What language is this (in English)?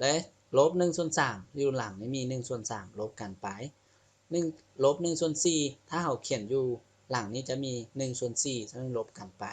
Lao